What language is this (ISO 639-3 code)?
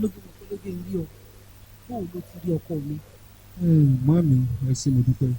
yor